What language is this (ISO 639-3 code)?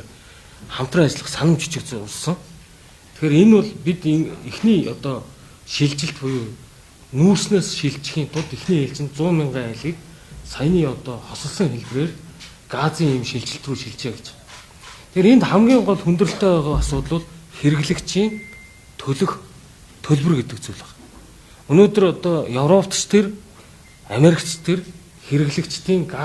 mon